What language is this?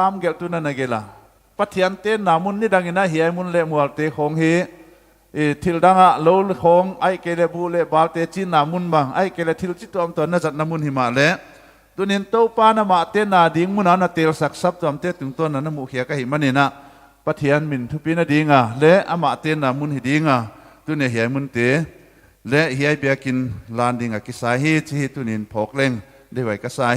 Paite Chin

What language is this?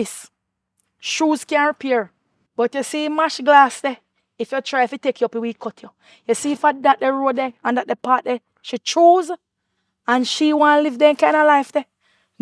Jamaican Creole English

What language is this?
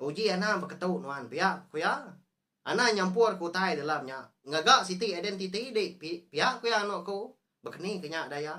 Iban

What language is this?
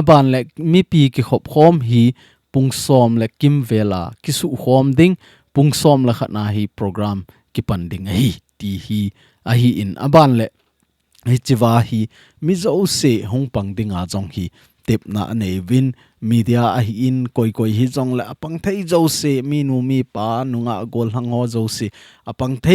Thado Chin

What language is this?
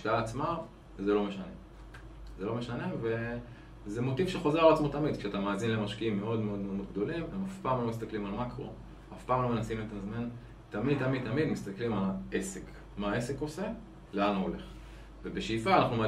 Hebrew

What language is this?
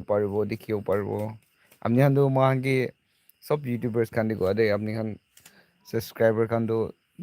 Naga Pidgin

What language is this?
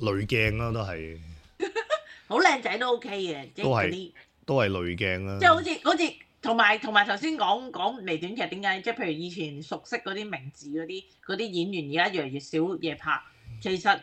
Cantonese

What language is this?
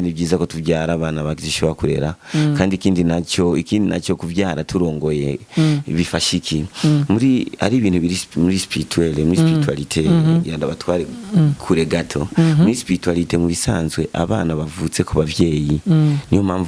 Rundi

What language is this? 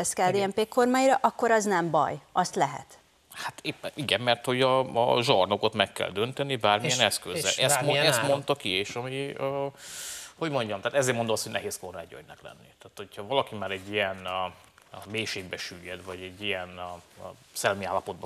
Hungarian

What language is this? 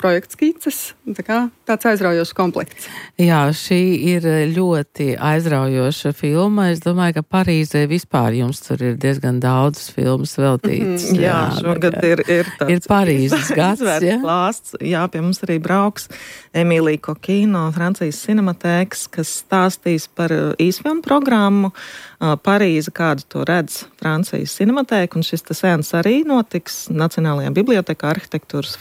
Latvian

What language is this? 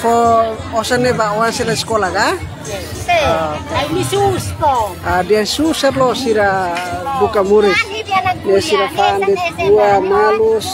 Tetum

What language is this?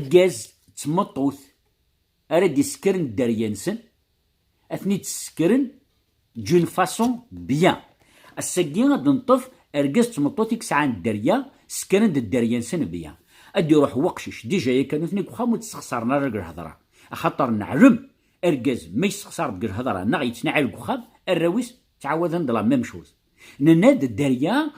Kabyle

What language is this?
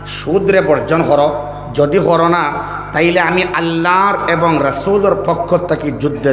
Sylheti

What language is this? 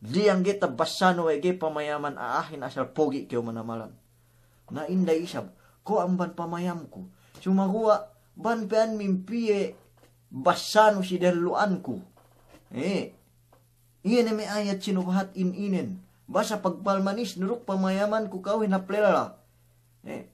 Yakan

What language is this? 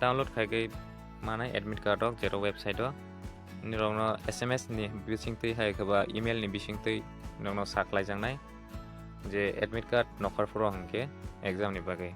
Kok Borok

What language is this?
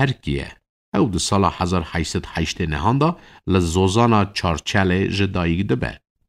Kurdish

